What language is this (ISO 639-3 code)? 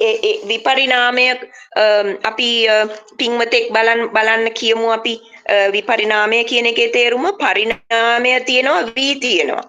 sin